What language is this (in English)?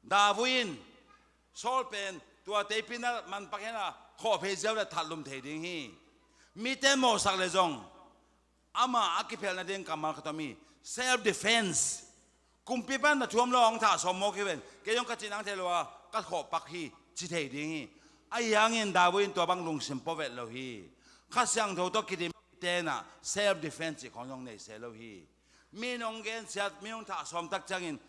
Tedim Chin